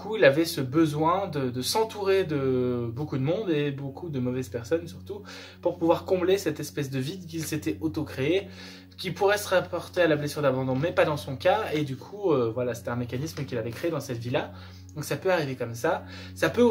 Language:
French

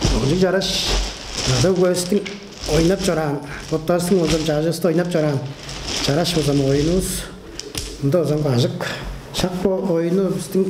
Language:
Tuvinian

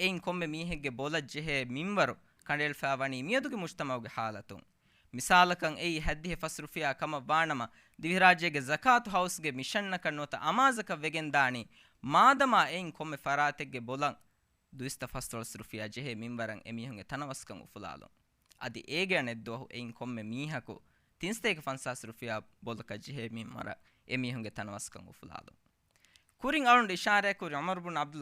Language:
Divehi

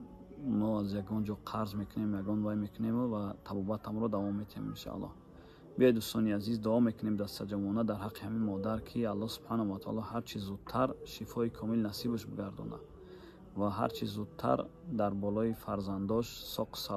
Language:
Tajik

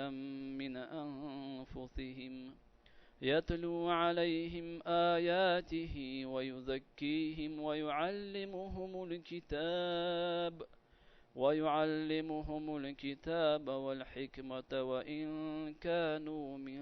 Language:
Chechen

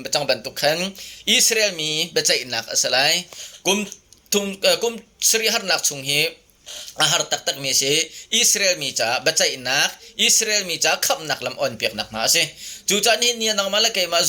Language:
Hakha Chin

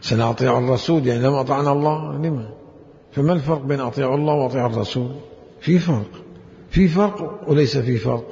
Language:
Mesopotamian Arabic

